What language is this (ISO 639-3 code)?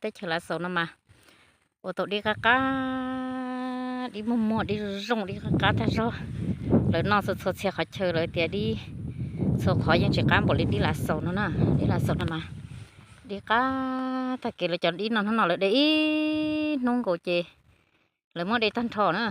hmn